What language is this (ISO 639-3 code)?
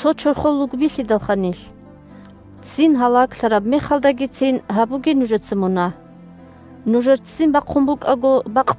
ava